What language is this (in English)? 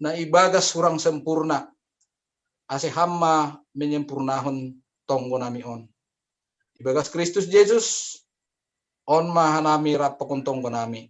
Batak Simalungun